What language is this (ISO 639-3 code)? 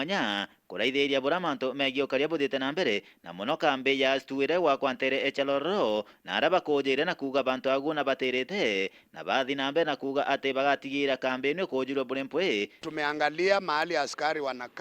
mer